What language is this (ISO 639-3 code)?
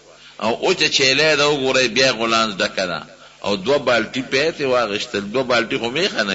pus